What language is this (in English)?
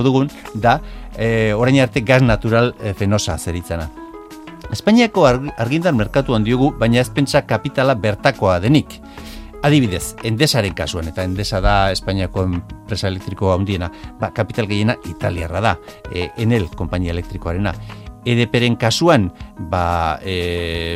Basque